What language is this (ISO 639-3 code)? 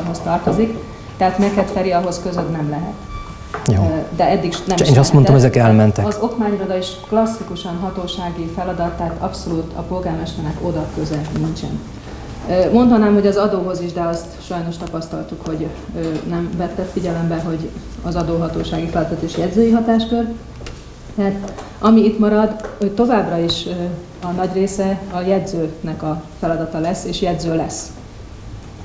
hun